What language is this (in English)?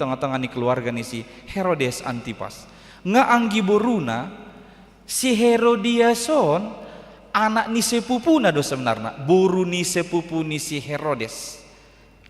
Batak Toba